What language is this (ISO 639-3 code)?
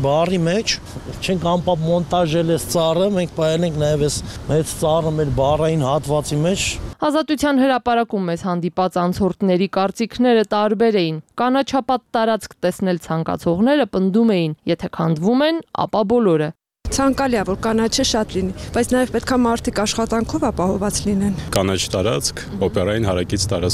hye